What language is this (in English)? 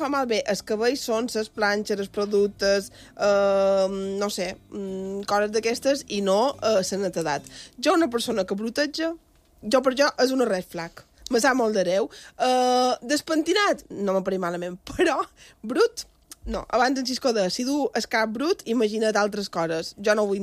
Catalan